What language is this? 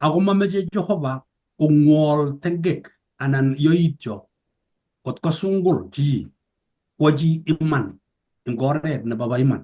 Kalenjin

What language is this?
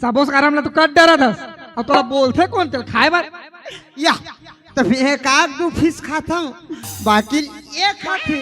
Chhattisgarhi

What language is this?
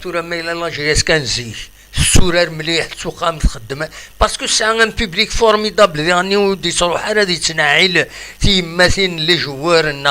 Kabyle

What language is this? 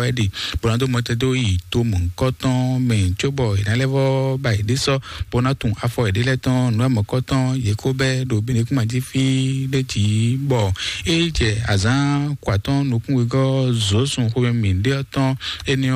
Fon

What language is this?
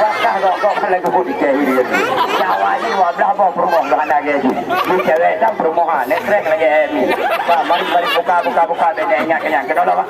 Achinese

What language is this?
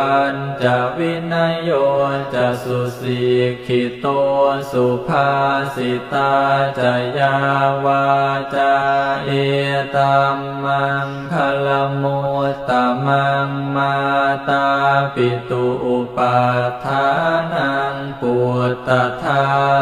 Pali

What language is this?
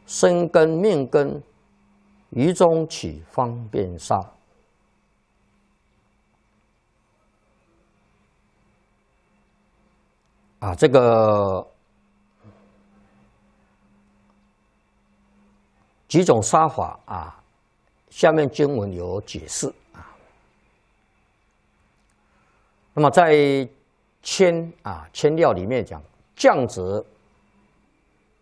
Chinese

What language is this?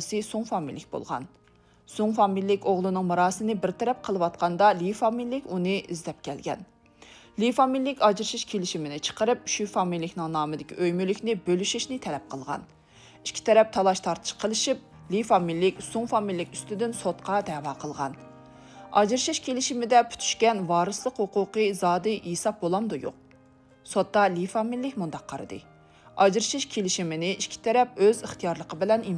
Uyghur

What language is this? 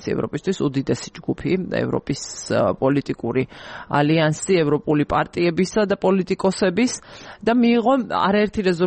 Georgian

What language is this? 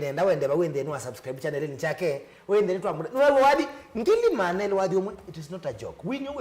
Kamba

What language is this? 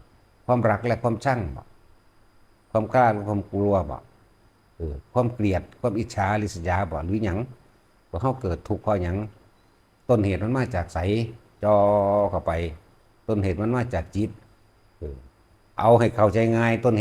Northeastern Thai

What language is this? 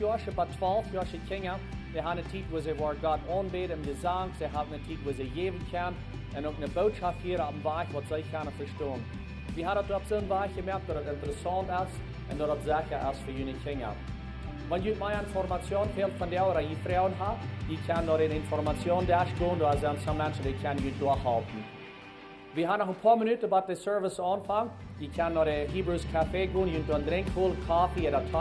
Plautdietsch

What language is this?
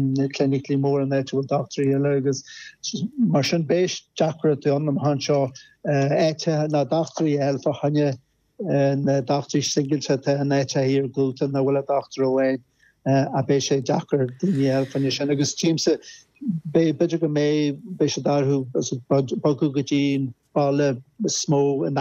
Irish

